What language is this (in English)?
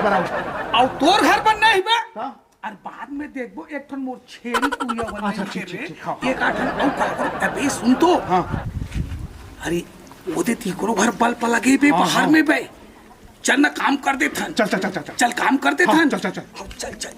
Chhattisgarhi